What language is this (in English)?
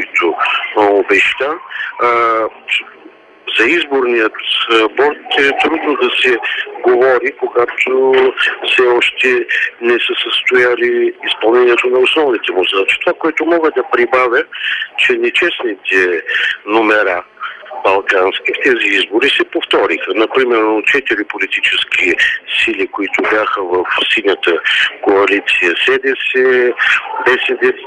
Bulgarian